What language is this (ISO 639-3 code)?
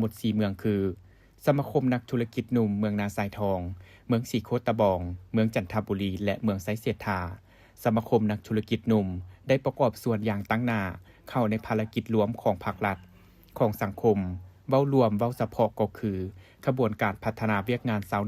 lao